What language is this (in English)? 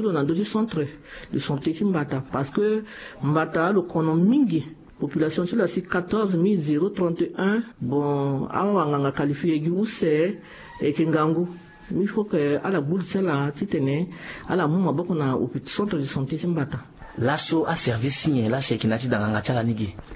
Sango